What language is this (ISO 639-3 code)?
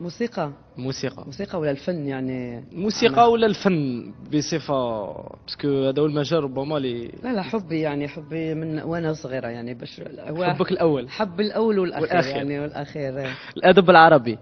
arq